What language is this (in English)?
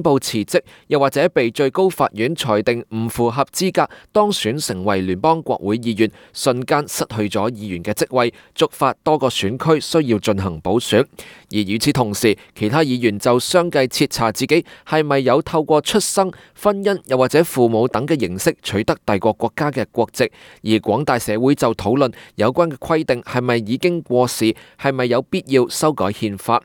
Cantonese